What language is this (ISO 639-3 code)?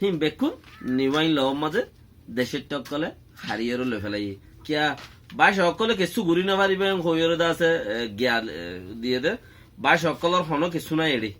rhg